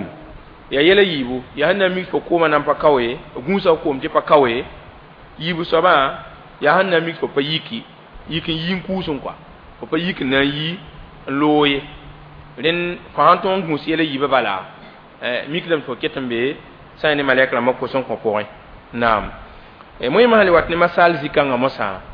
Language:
Mossi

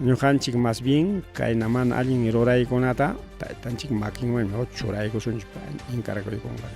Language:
Ayacucho Quechua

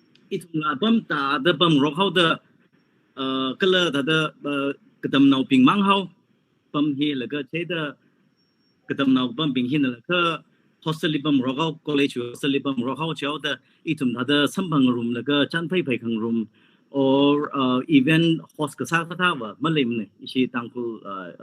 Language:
Tangkhul Naga (India)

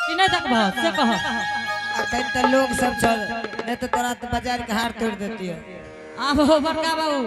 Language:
Angika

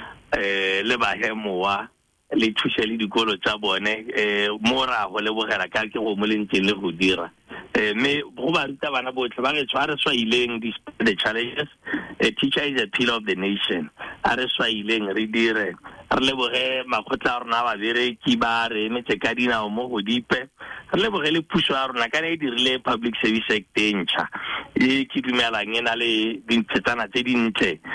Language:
Tswana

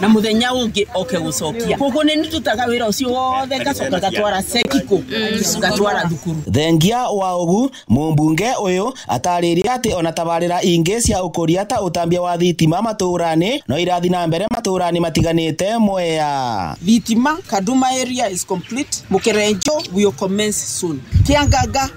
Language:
Kikuyu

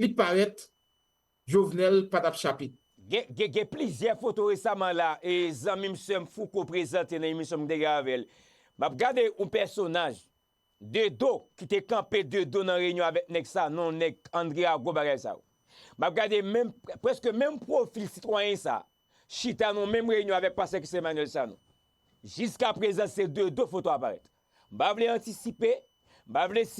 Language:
Haitian Creole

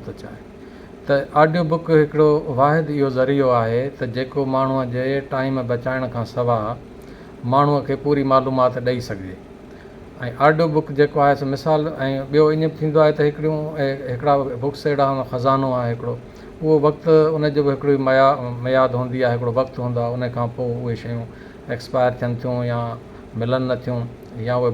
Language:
Sindhi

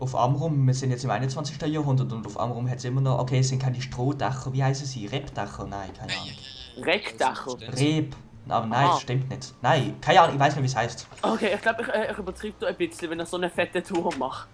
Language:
Swiss German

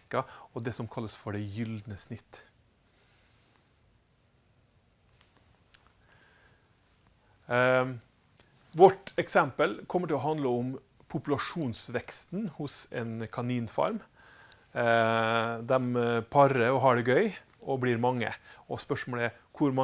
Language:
Norwegian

